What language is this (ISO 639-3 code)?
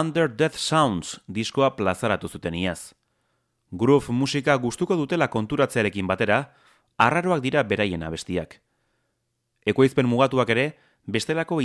eus